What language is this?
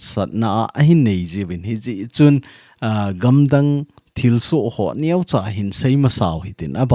Thado Chin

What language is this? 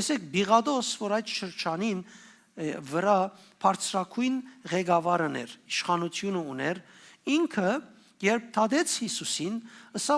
Western Armenian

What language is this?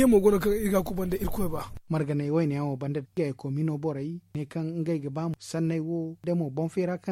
Zarma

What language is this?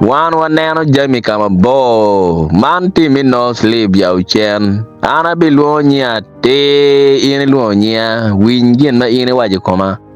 Acoli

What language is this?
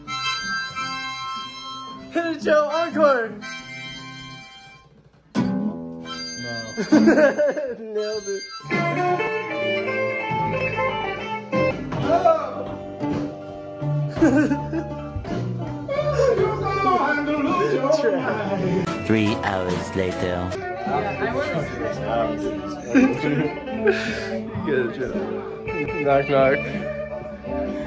English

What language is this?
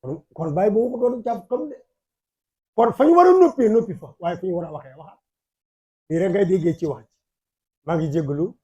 Wolof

